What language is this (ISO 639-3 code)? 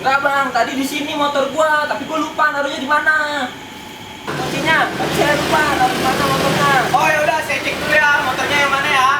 bew